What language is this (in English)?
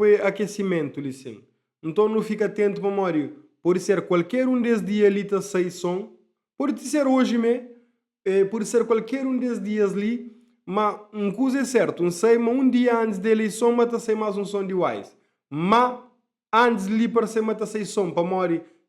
Kabuverdianu